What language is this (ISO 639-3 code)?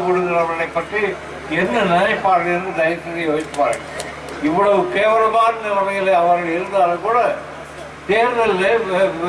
tam